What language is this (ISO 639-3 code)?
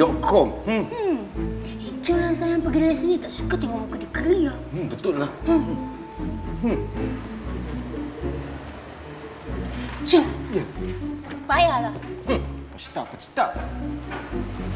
msa